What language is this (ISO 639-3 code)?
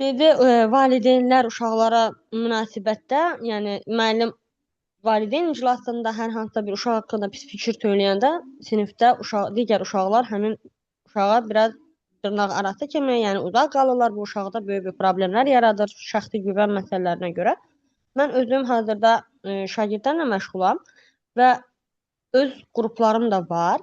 aze